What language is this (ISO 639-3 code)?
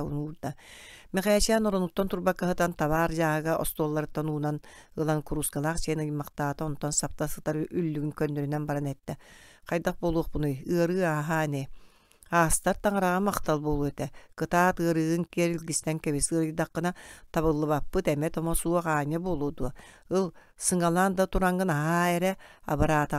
sah